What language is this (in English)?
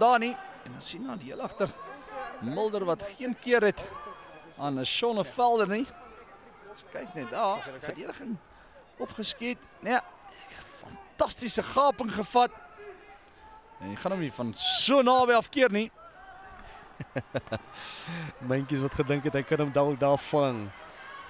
Afrikaans